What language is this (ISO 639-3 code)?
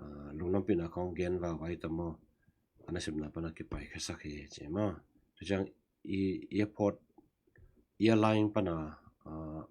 ctd